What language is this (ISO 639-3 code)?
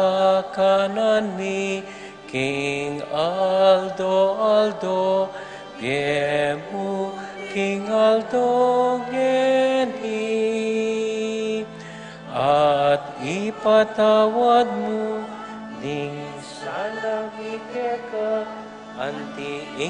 pam